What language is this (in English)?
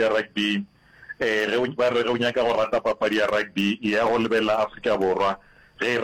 Northern Sotho